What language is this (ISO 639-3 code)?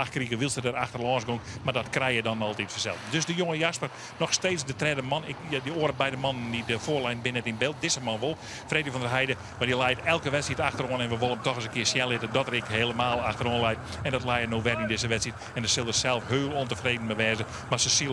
fry